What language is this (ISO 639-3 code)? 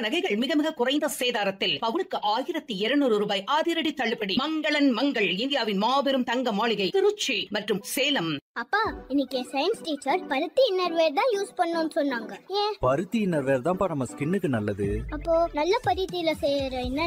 tam